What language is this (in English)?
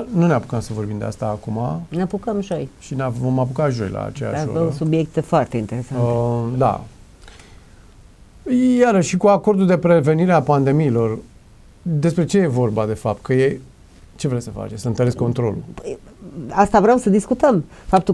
Romanian